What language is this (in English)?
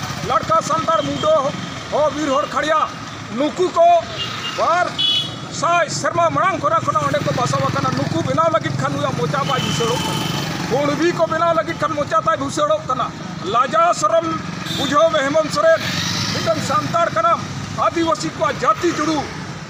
Santali